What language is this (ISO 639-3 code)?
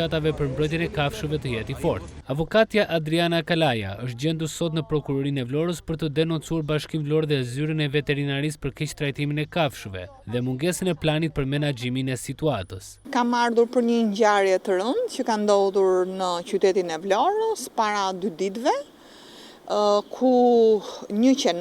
sqi